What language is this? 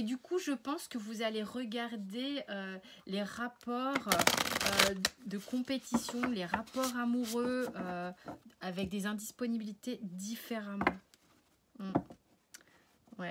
French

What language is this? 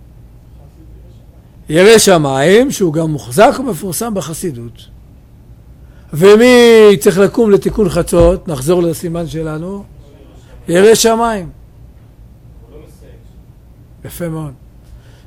Hebrew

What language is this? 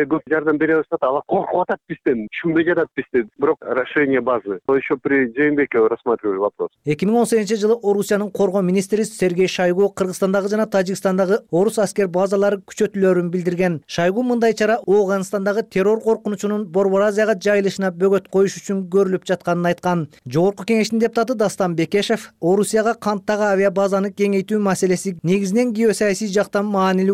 Kyrgyz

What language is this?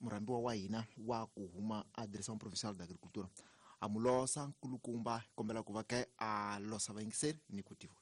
Tsonga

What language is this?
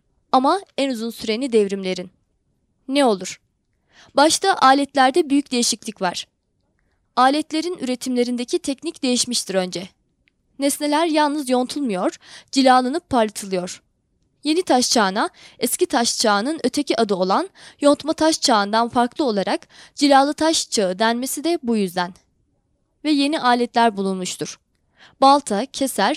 Turkish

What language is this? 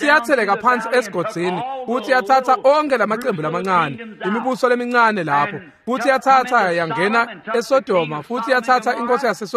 Swati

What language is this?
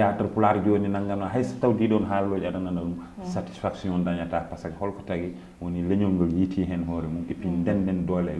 Fula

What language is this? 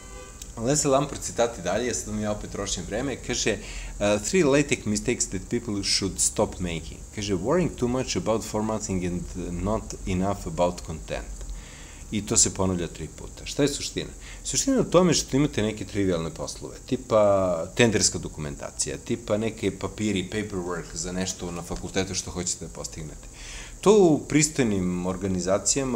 Serbian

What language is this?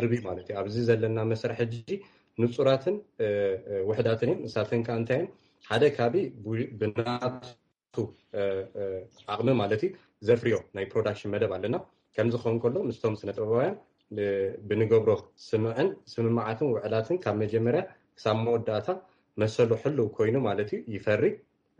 Tigrinya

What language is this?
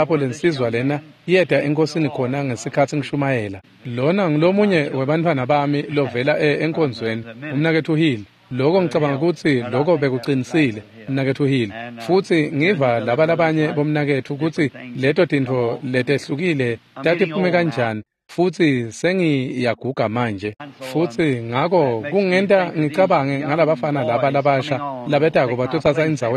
Swati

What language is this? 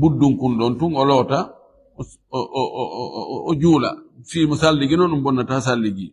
Fula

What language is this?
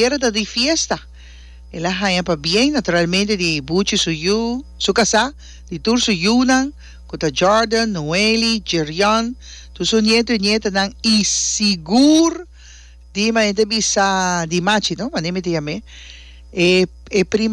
Papiamento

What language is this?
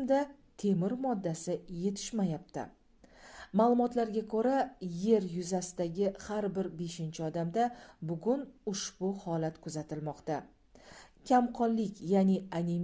Uzbek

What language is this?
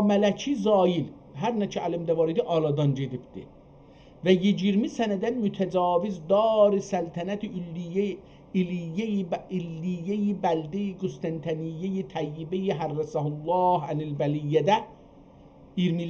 South Azerbaijani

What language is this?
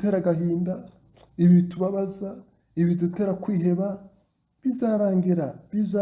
Kinyarwanda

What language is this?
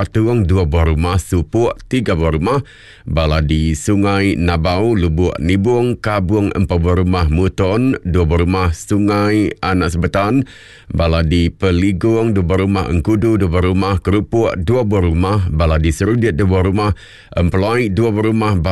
Iban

